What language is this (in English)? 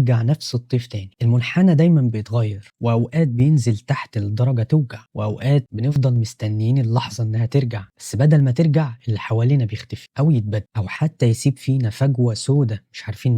Egyptian Arabic